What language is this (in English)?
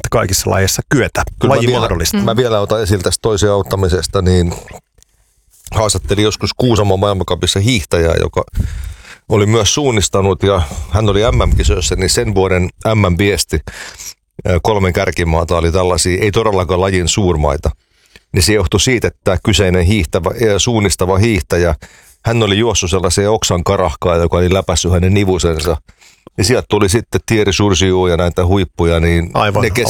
Finnish